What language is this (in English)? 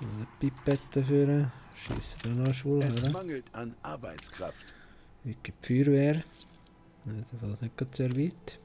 Swiss German